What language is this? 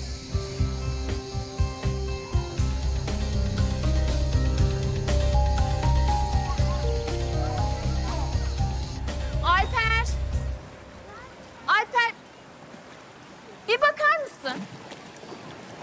Turkish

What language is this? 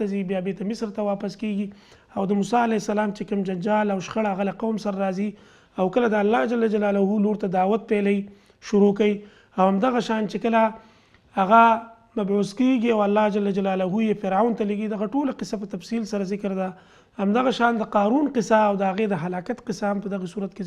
Pashto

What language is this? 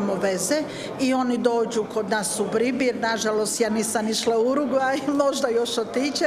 Croatian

